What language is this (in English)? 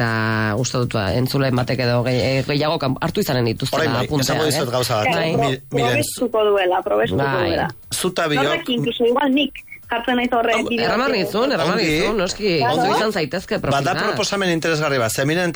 Basque